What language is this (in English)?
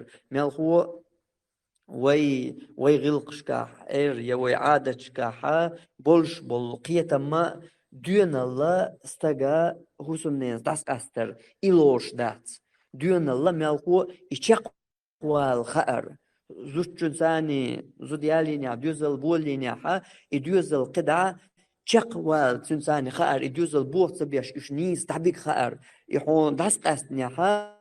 Chechen